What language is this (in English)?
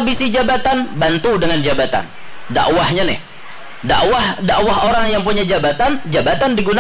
Banjar